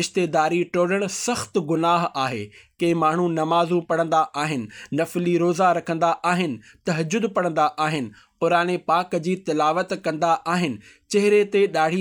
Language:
Sindhi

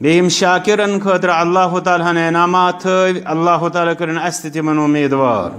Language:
Kashmiri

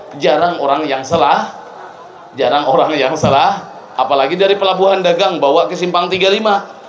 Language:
Banjar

